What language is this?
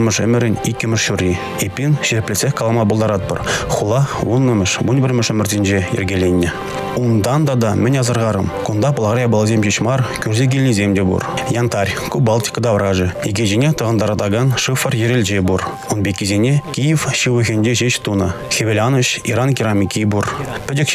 Chuvash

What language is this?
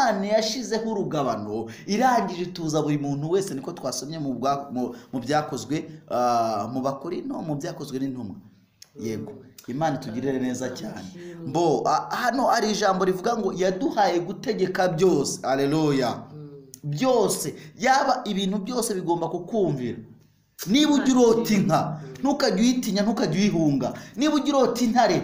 Kinyarwanda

